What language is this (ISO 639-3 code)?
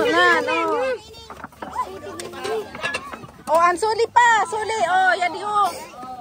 fil